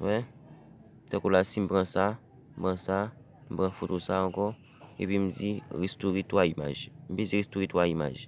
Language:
Haitian Creole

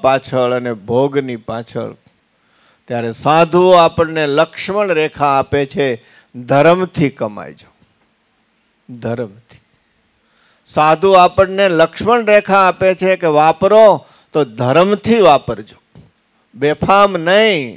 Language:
Gujarati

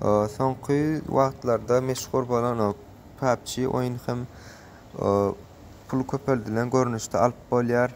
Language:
Turkmen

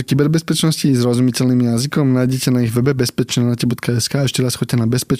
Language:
Slovak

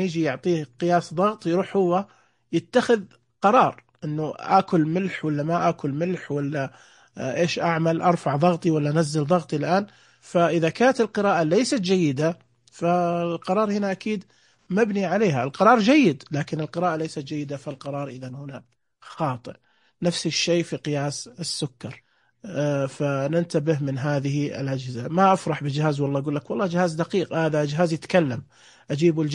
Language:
Najdi Arabic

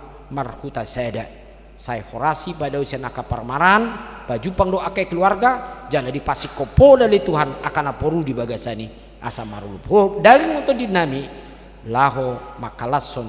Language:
Batak Toba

